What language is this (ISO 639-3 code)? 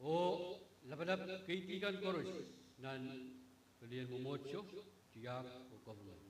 pon